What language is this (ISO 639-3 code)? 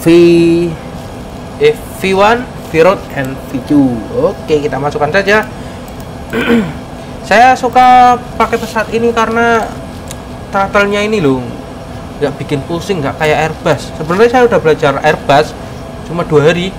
ind